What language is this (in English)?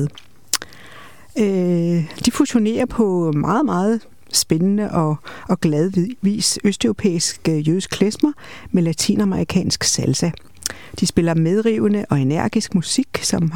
Danish